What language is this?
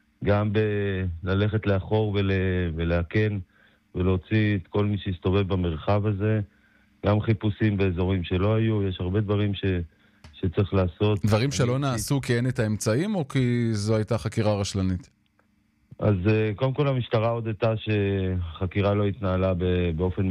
Hebrew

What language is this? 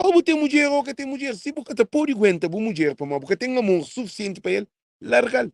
Kabuverdianu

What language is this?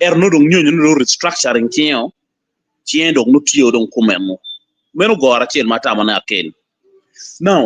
Acoli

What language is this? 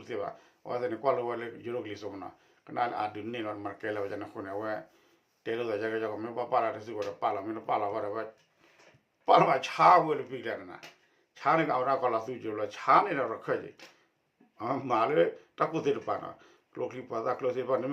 S'gaw Karen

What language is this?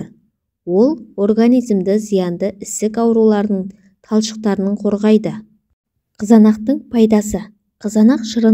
Kazakh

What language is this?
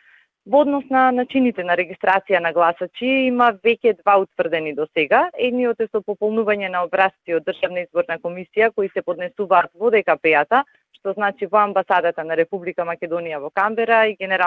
Macedonian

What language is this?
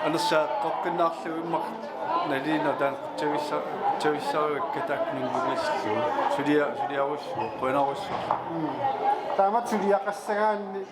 Kalaallisut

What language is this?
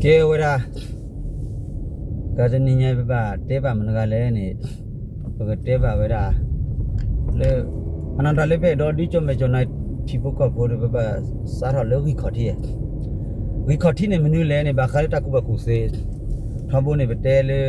S'gaw Karen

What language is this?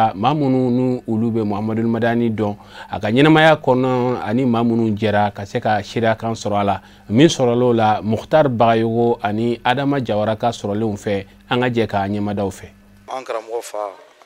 Bambara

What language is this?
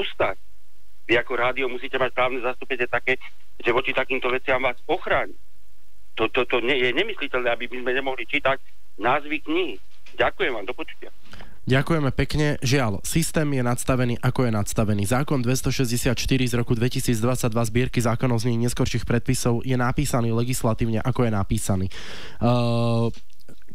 Slovak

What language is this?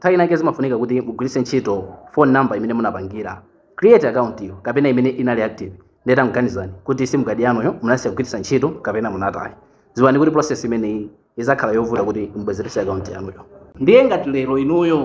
Nyanja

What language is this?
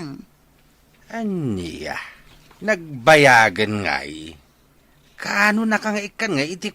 Iloko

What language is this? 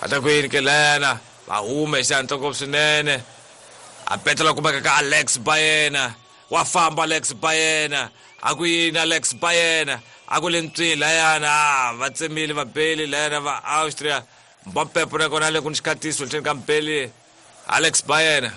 Tsonga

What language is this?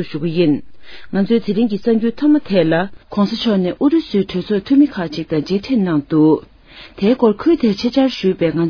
Tibetan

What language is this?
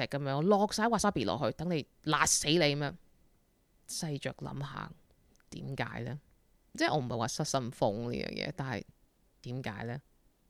Cantonese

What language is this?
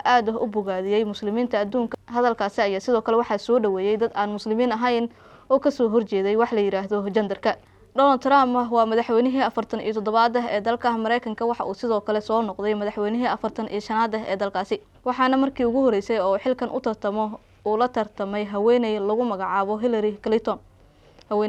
Somali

